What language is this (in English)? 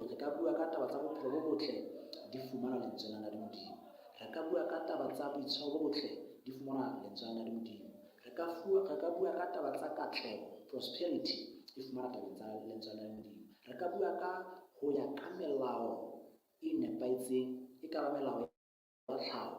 Southern Sotho